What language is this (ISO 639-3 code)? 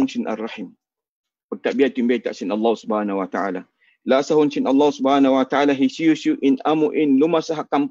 tsg